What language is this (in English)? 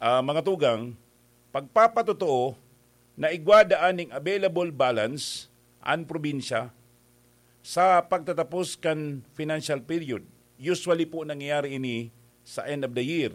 Bikol